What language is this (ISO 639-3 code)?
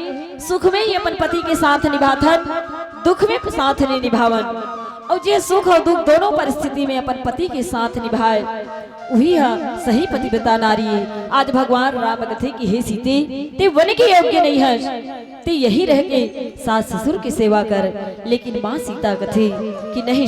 hne